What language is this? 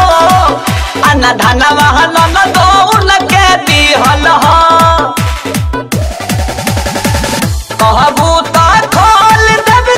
Bhojpuri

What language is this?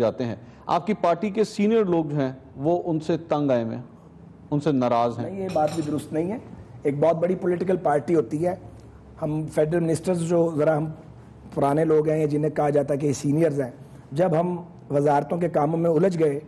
Urdu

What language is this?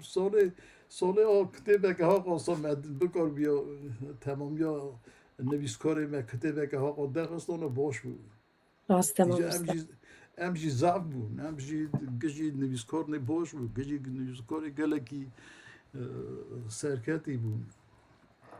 Kurdish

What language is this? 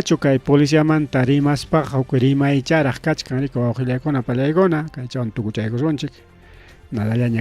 Ayacucho Quechua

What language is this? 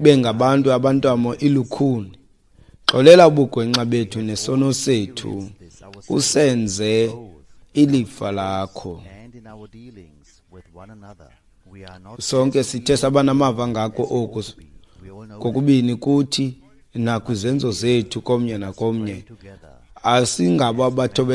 Xhosa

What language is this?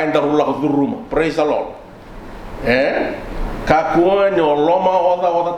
Fijian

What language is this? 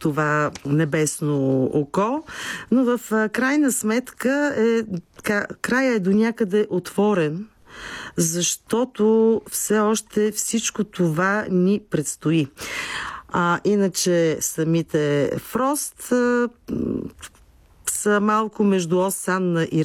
Bulgarian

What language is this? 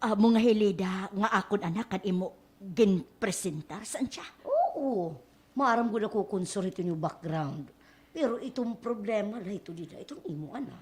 Waray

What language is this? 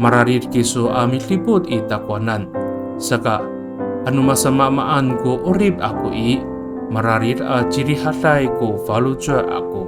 Amis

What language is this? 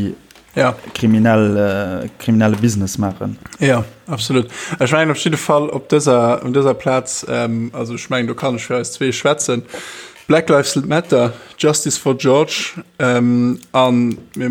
Luxembourgish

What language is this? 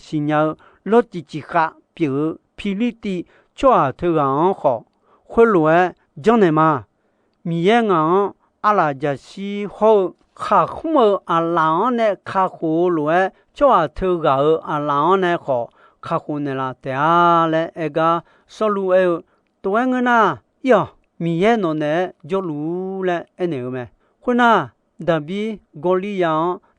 Akha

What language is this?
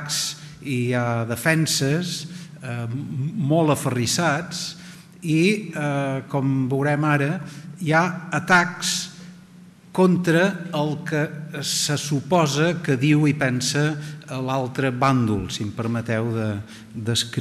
Catalan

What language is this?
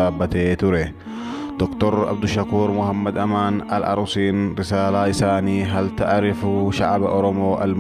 Oromo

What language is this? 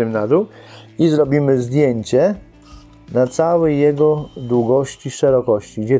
Polish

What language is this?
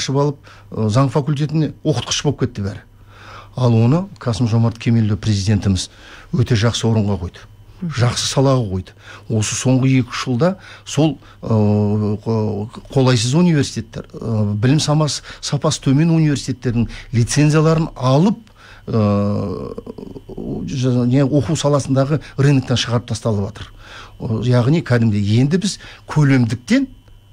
Kazakh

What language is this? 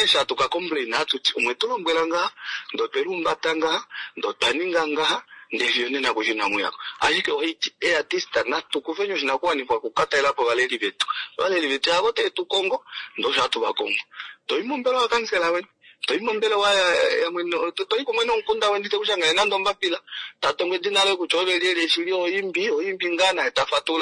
Kuanyama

